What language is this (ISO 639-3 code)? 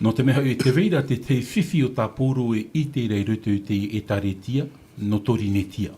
tah